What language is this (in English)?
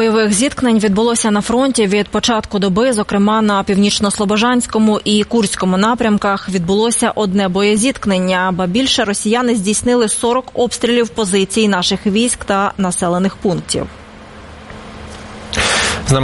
Ukrainian